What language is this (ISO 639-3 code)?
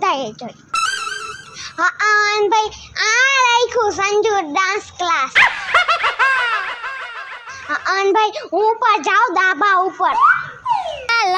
guj